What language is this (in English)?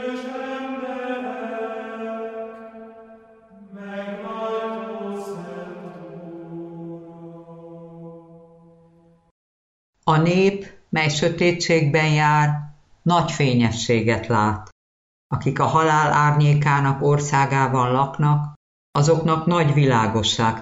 Hungarian